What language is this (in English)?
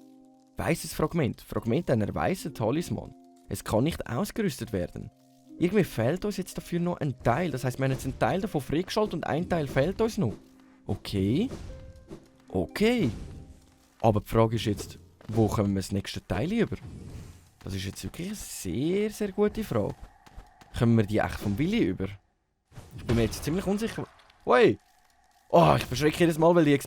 Swiss German